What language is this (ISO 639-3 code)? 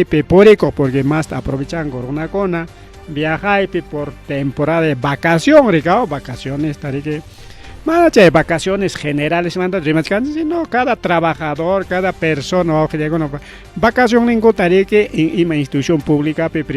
quy